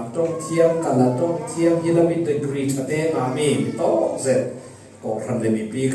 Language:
Falam Chin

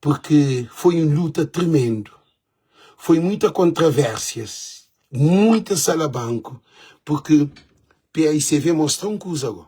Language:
Kabuverdianu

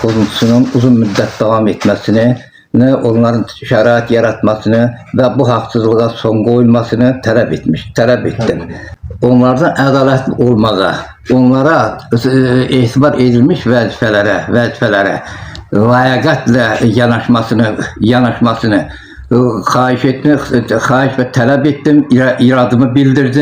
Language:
Azerbaijani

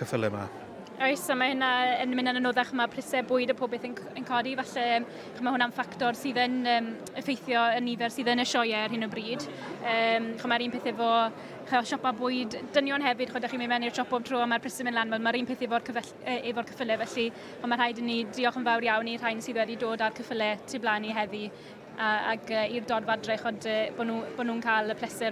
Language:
Welsh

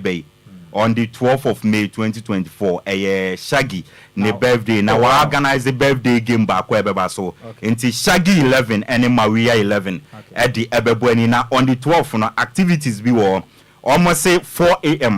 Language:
Akan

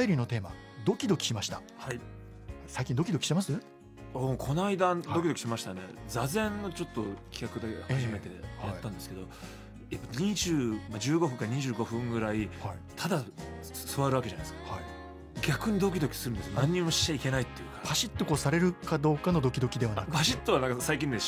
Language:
Japanese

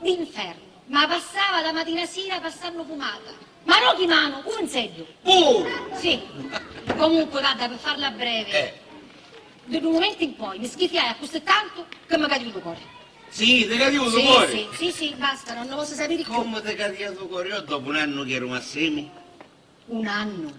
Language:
Sicilian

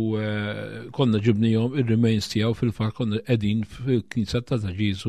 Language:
Maltese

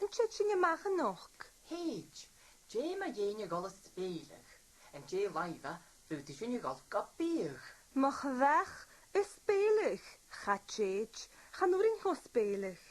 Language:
Scottish Gaelic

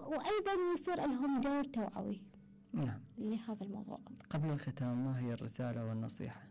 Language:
Mesopotamian Arabic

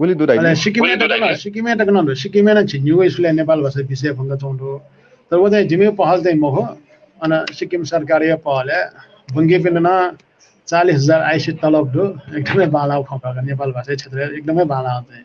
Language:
Newari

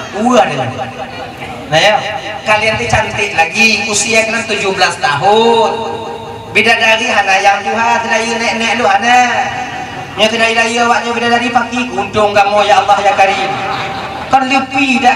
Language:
Achinese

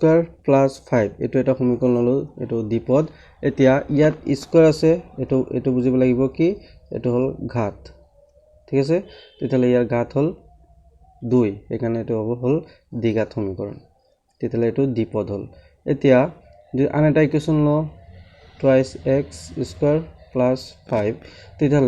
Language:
Assamese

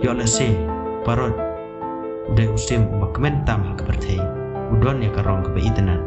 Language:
Khasi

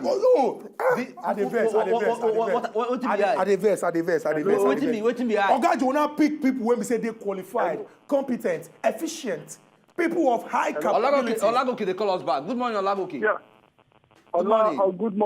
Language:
Nigerian Pidgin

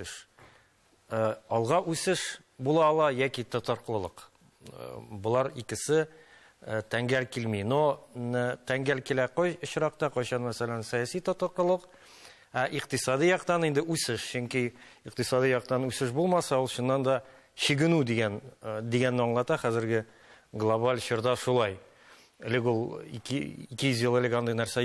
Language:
Tatar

